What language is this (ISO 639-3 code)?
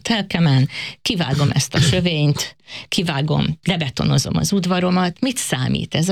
hun